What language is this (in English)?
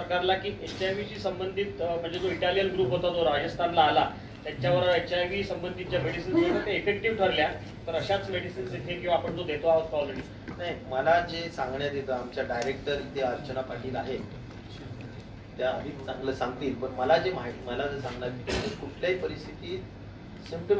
Marathi